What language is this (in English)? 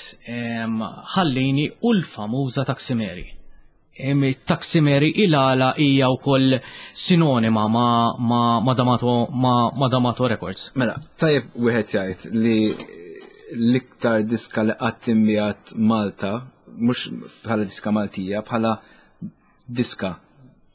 Maltese